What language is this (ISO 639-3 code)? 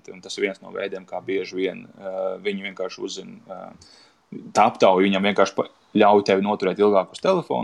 lav